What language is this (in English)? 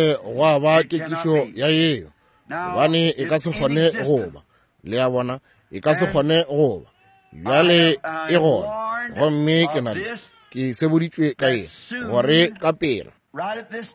Northern Sotho